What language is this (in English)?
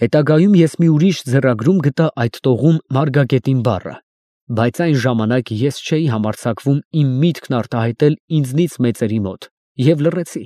Armenian